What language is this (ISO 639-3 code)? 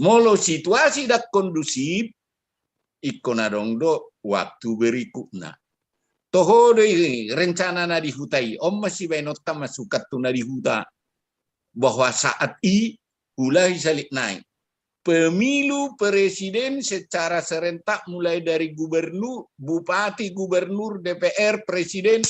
bbc